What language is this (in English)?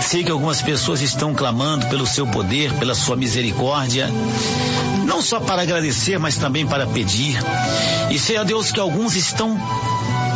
Portuguese